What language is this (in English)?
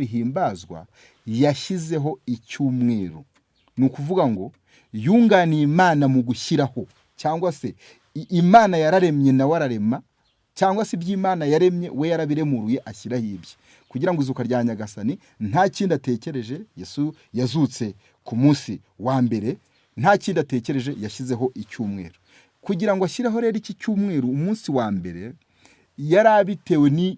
Kinyarwanda